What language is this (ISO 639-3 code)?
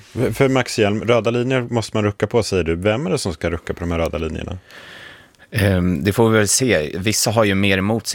swe